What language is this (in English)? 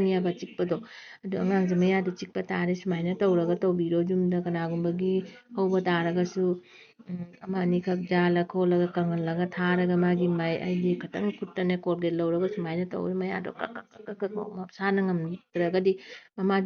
Manipuri